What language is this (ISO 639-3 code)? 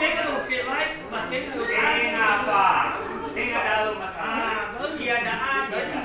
nia